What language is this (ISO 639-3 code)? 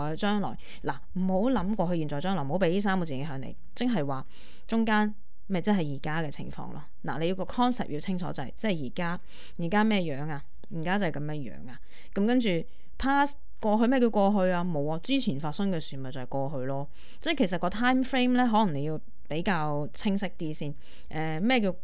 yue